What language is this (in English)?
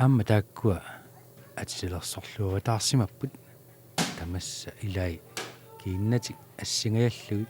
Kalaallisut